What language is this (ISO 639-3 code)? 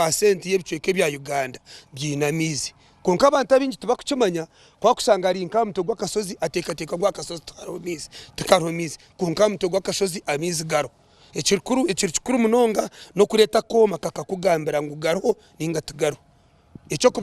nyn